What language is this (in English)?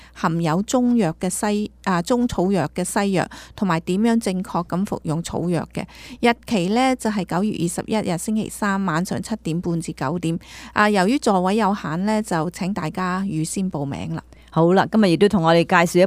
Cantonese